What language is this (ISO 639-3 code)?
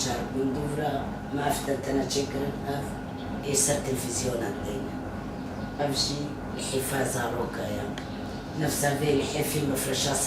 kur